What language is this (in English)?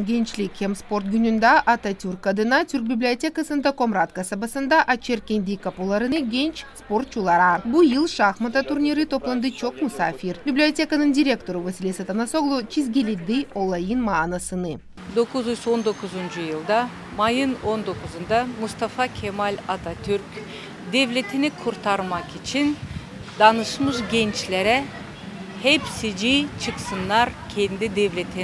Gagauz